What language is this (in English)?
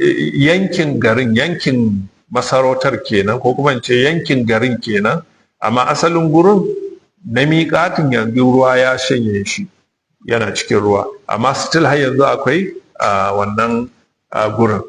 Hausa